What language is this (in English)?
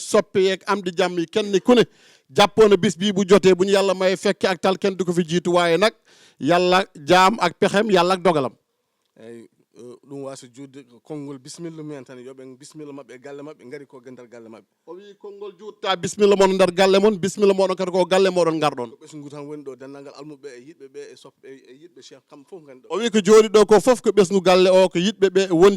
Fula